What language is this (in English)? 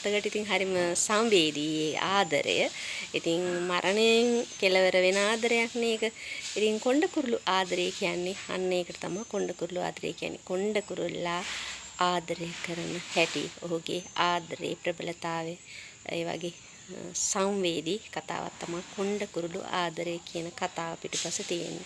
Sinhala